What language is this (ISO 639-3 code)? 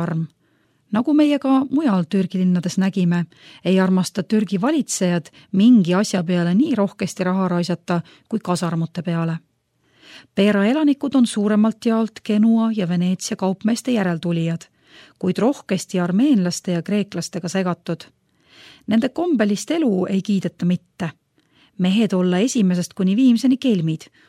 est